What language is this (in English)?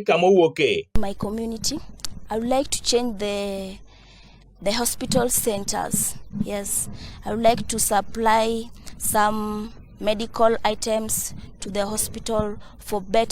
Luo (Kenya and Tanzania)